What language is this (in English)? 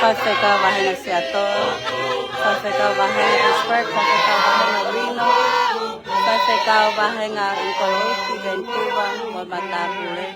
Tongan